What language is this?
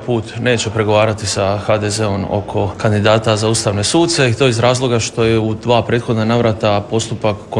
Croatian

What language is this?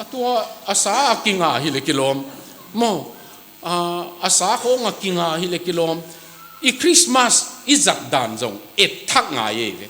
Tedim Chin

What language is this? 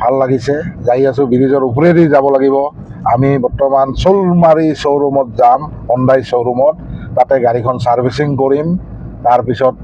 Assamese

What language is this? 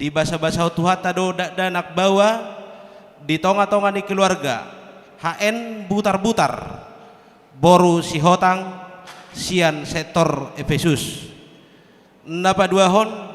Batak Toba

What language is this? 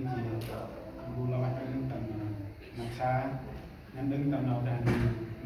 Central Mnong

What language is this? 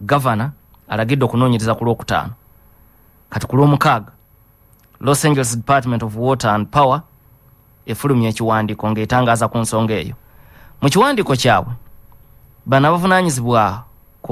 Ganda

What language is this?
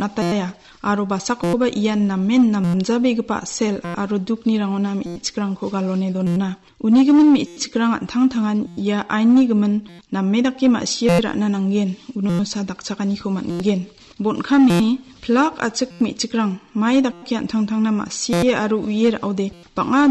Garo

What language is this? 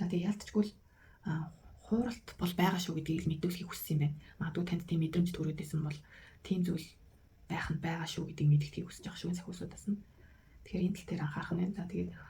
Mongolian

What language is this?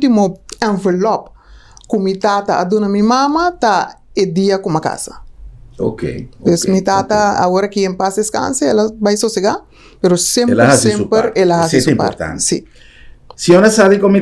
Papiamento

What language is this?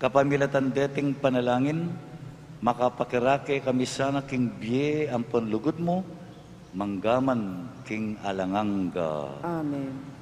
Pampanga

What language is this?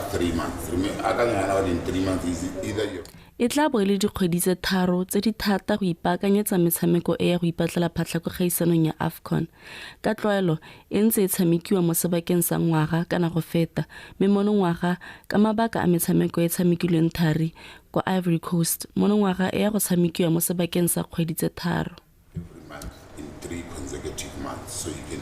Tswana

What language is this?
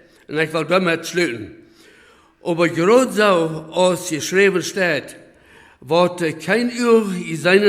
Plautdietsch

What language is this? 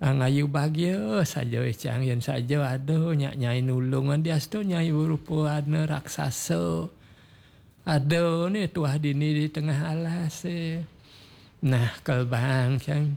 Balinese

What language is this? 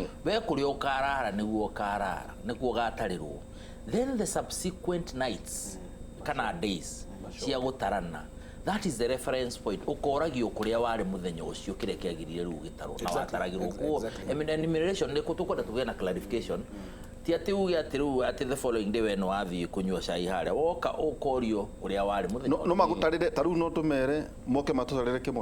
Kikuyu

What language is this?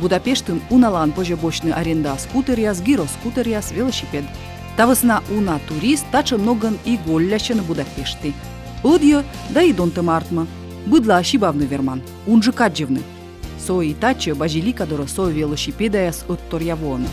Komi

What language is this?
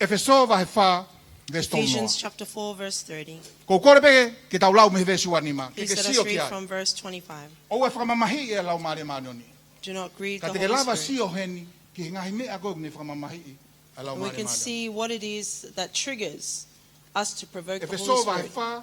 Tongan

